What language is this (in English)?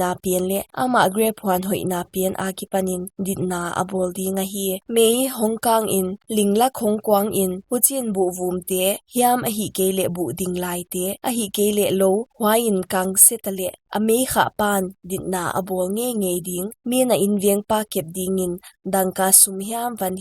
Paite Chin